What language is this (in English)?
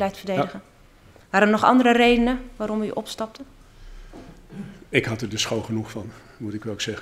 Dutch